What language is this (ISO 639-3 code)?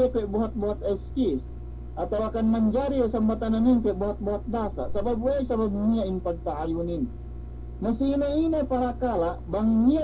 yka